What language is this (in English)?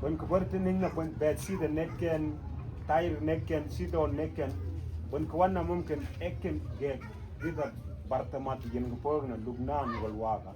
Mabaan